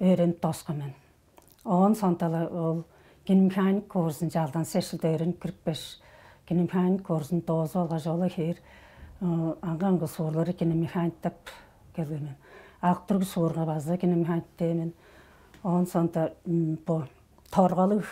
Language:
Tuvinian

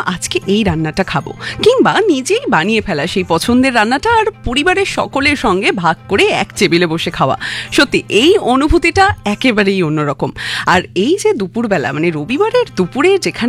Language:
Bangla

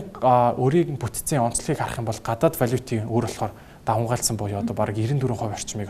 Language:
Mongolian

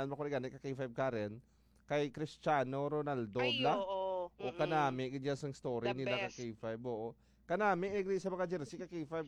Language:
Hiligaynon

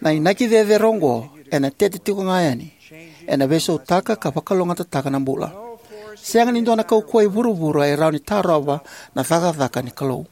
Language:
Fijian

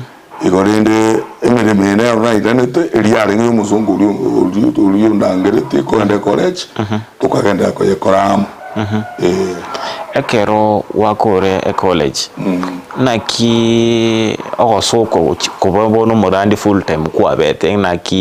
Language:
Gusii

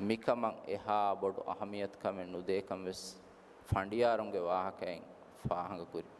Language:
Divehi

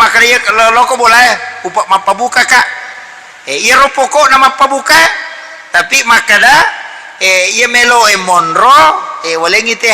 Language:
Buginese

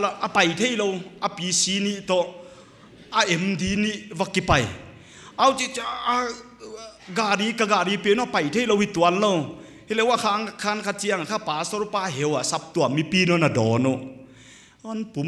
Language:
Paite Chin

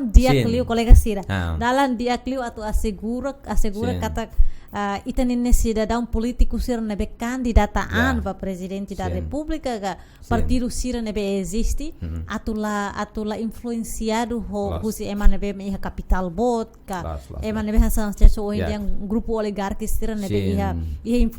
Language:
Tetum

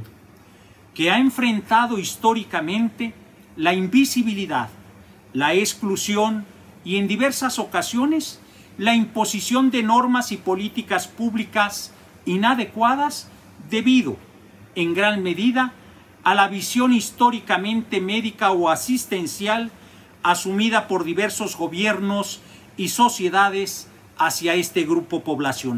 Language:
Spanish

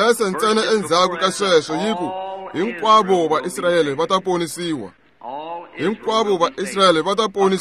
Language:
Tsonga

